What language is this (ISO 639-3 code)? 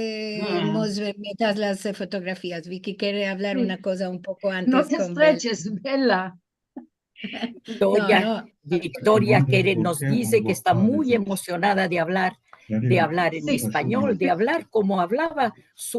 lad